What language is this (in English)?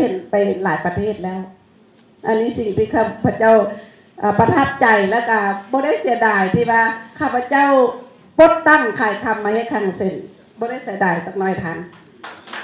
Lao